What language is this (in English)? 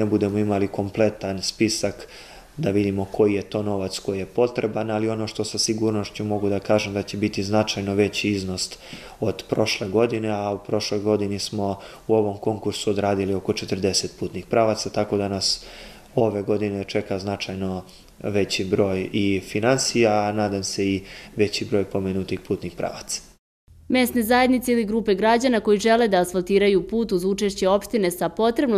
Serbian